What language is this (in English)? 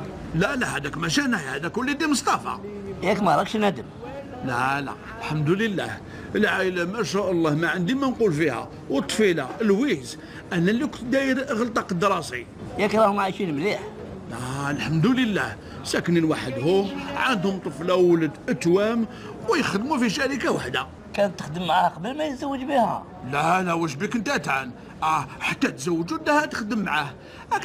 Algerian Arabic